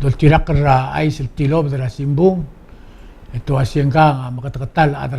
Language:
Palauan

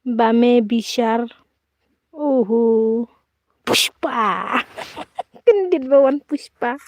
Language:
Khasi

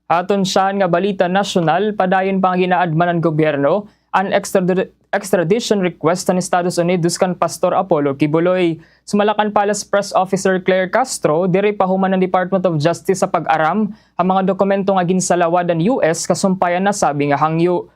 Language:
Waray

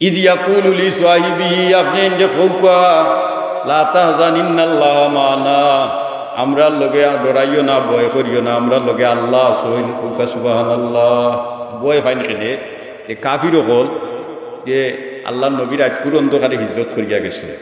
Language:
Sylheti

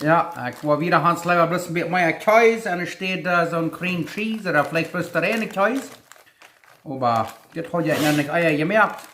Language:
Plautdietsch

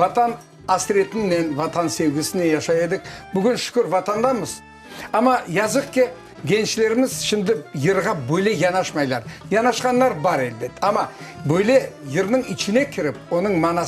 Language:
Crimean Tatar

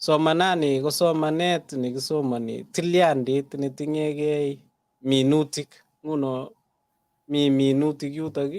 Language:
Kalenjin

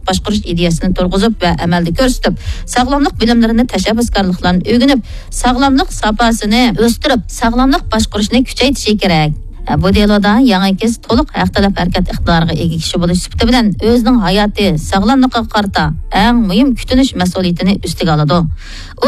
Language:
Uyghur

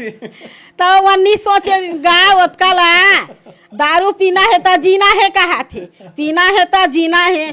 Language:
Chhattisgarhi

